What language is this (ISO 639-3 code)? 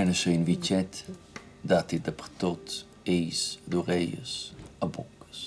roh